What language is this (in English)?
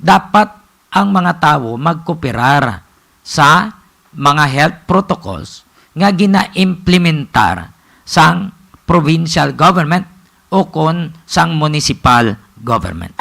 Hiligaynon